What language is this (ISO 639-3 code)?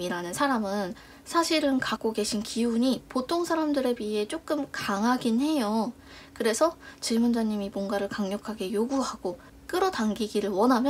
kor